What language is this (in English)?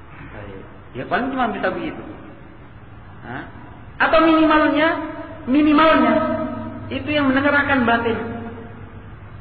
Indonesian